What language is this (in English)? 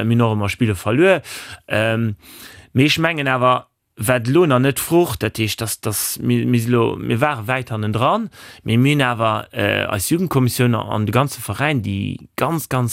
Luxembourgish